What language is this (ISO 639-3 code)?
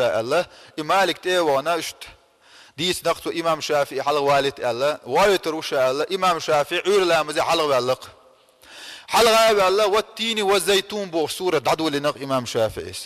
che